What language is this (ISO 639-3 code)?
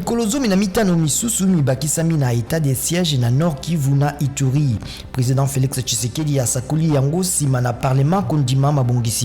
lin